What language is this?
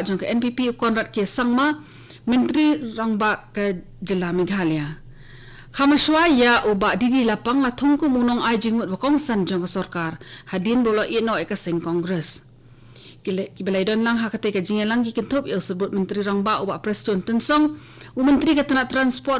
Khasi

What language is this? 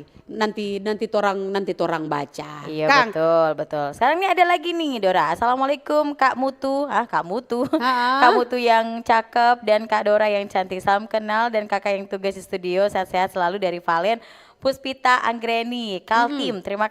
Manado Malay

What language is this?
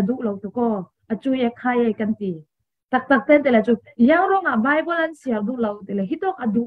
Falam Chin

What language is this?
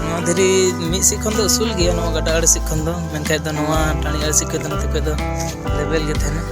Santali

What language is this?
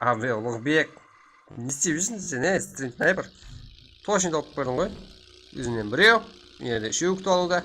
Kara-Kalpak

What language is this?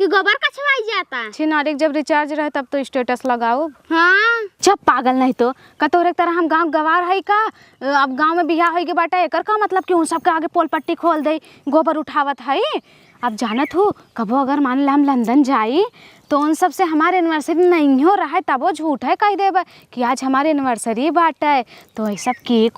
Awadhi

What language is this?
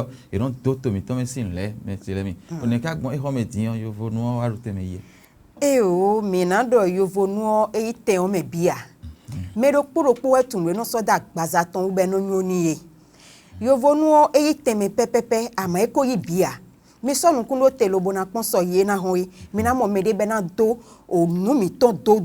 Fon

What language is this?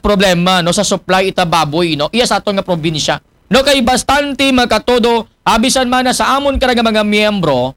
Aklanon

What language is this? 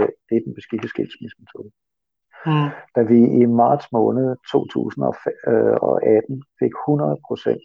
Danish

